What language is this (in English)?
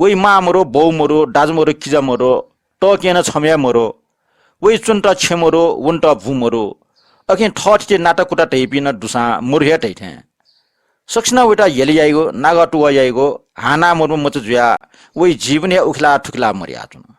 Newari